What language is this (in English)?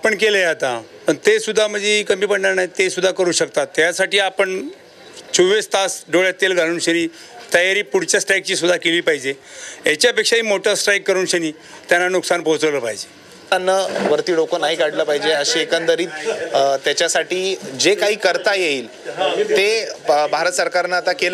Marathi